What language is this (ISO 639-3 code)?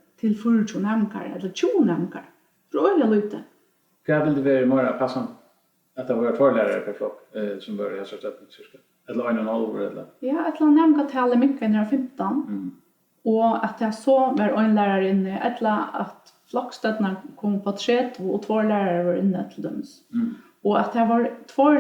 fao